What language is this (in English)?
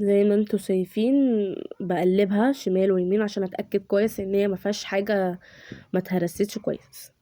Egyptian Arabic